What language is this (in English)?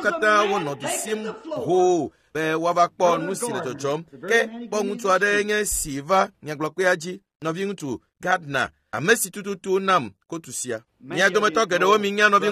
Ewe